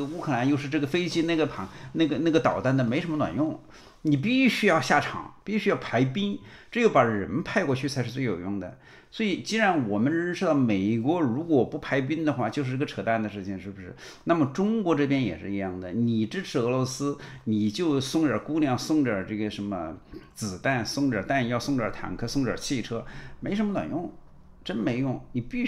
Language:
Chinese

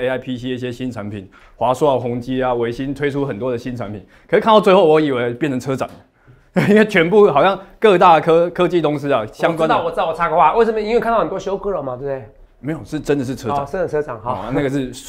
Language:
Chinese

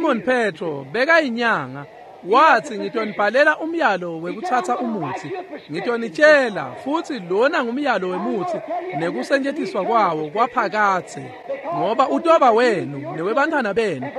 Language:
Swati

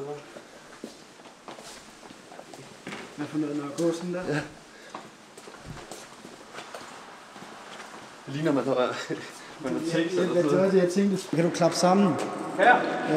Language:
Danish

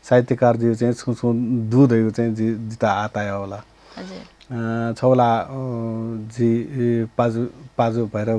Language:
Newari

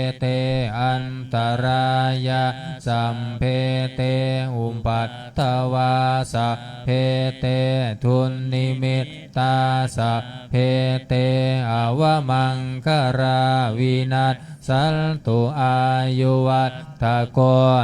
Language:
Pali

